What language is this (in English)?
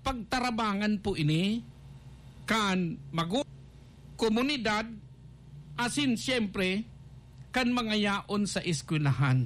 Bikol